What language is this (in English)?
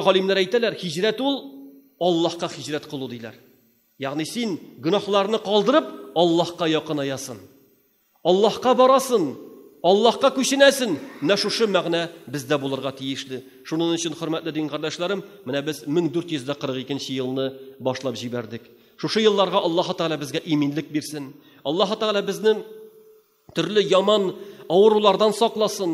Tatar